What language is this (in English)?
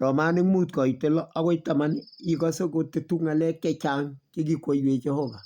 Kalenjin